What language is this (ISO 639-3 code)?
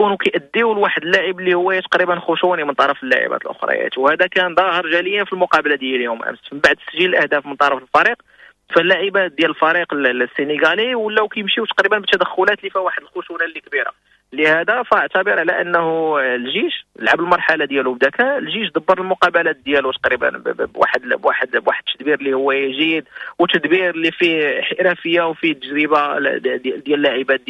ary